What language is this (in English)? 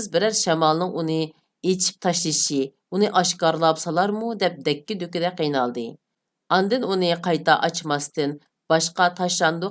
Uyghur